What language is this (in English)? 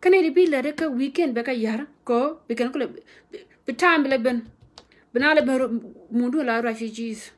Nuer